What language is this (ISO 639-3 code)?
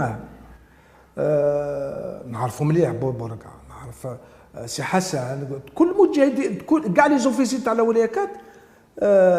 arq